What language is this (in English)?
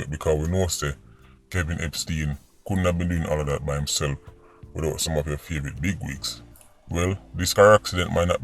Jamaican Creole English